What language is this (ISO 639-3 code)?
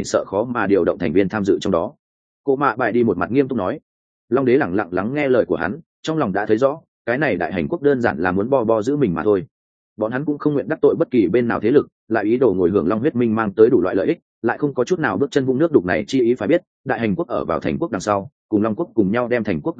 vie